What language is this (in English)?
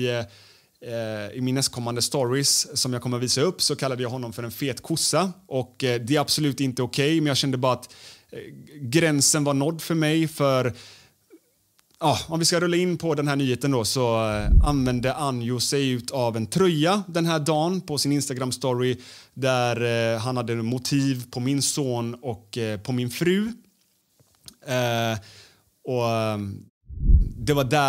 Swedish